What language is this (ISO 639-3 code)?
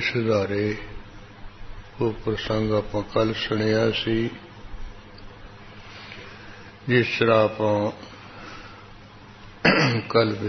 pan